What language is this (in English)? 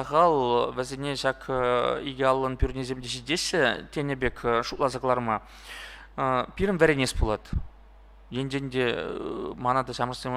Chuvash